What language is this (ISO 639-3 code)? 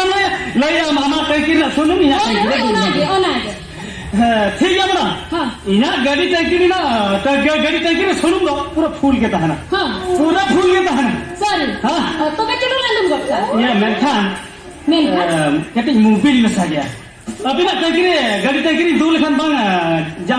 sat